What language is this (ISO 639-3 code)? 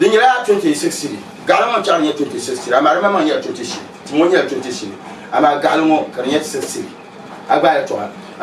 dag